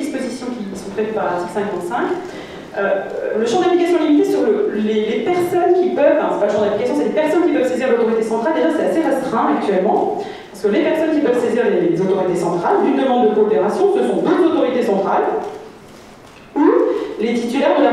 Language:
French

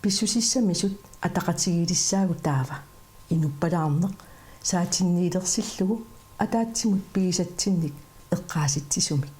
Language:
Kalaallisut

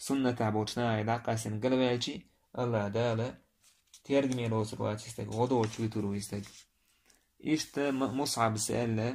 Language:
Chechen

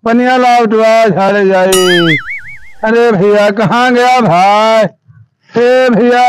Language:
Awadhi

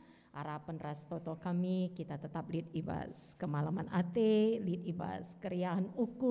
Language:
Batak Karo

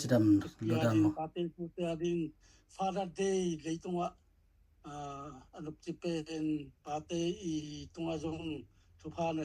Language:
Tedim Chin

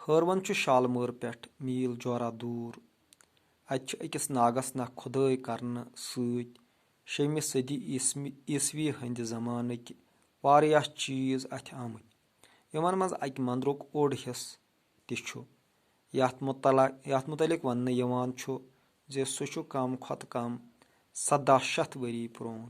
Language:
Kashmiri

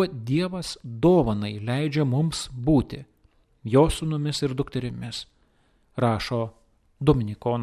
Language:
Lithuanian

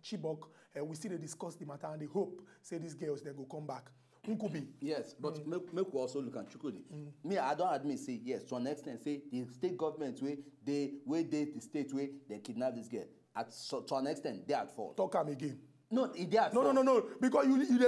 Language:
Nigerian Pidgin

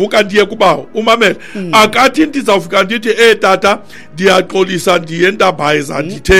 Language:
Xhosa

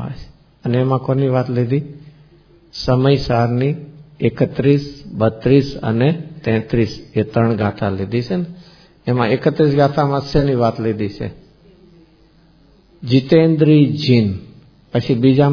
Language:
Gujarati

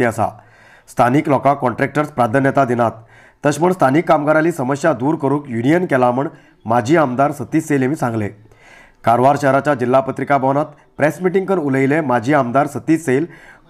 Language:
Konkani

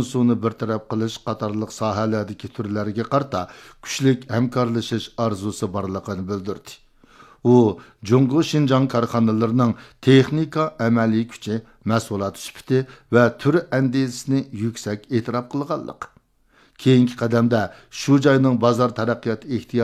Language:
Uyghur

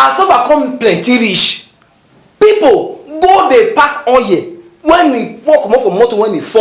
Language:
Nigerian Pidgin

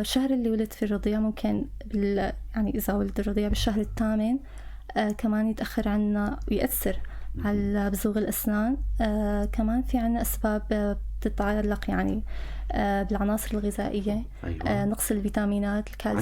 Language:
North Levantine Arabic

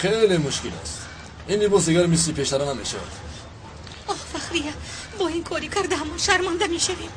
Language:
Tajik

